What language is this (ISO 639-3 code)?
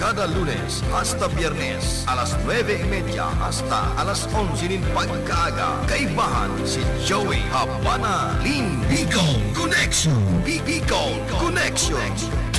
bik